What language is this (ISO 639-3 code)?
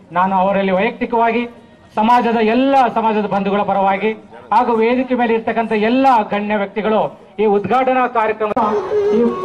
kan